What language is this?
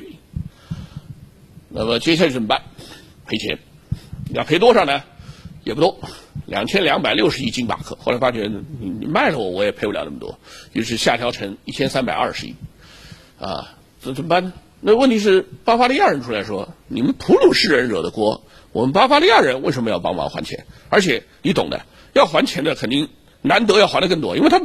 Chinese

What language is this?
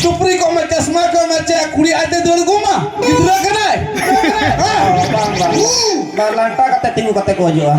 Santali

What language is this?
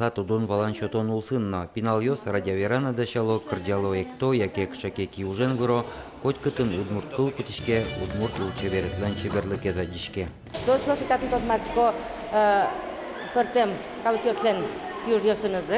Udmurt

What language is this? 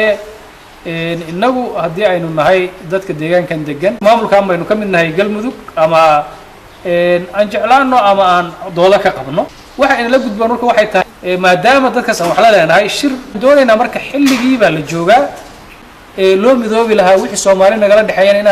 Somali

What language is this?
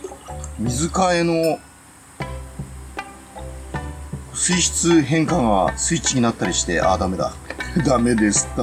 Japanese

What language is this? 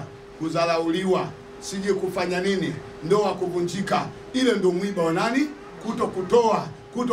Swahili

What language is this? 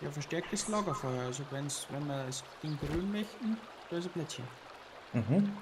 Bavarian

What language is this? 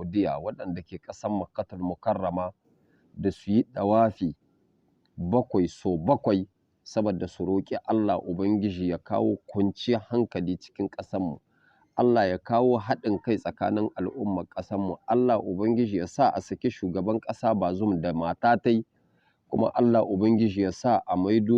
Hausa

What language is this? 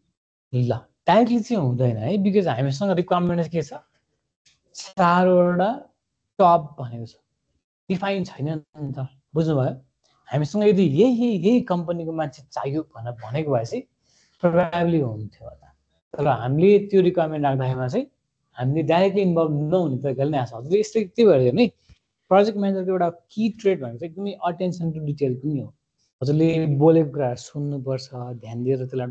Nepali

